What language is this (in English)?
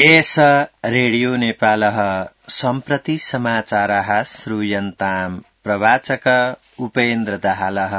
Sanskrit